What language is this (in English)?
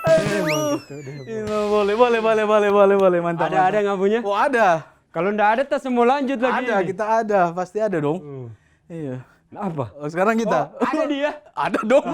Manado Malay